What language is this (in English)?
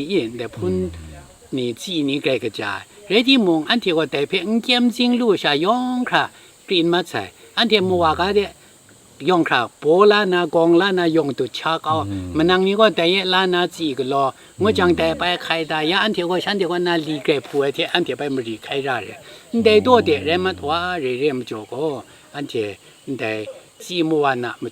Kachin